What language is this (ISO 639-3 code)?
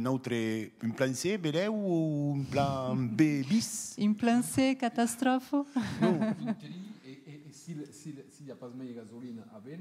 oci